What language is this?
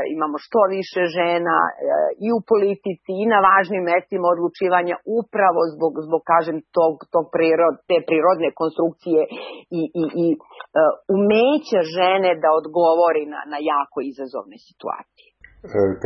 Serbian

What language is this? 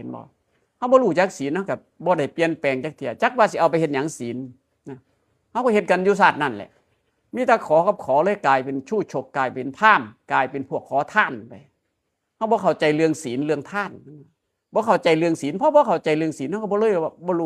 Northeastern Thai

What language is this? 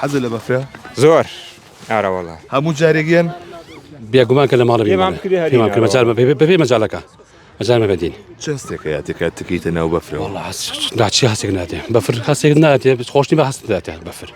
Central Kurdish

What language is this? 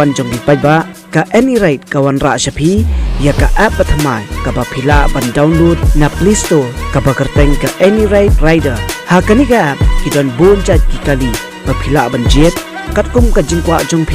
Khasi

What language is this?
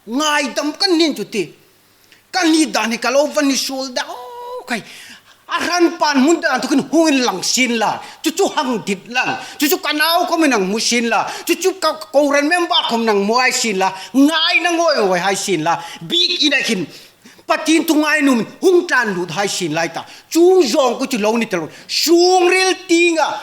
Hmar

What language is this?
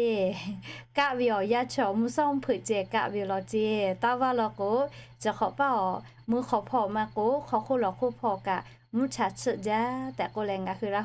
Lahu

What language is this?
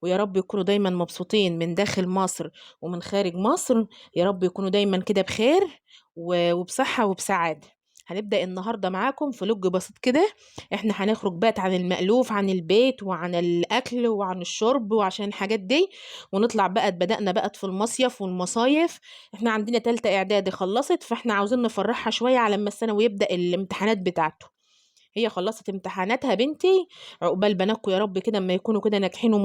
Egyptian Arabic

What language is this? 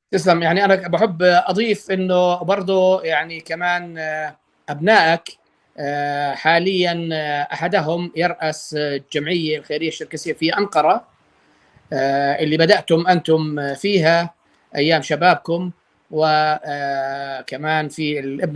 North Levantine Arabic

